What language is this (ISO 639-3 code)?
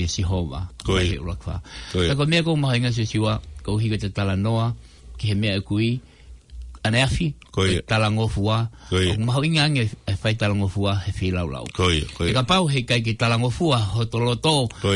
ton